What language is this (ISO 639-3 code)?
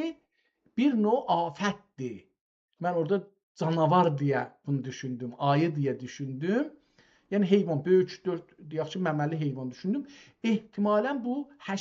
azb